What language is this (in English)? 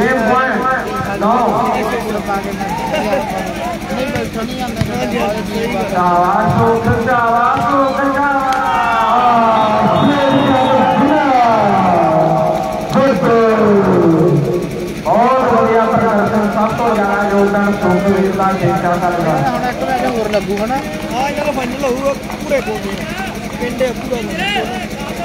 Punjabi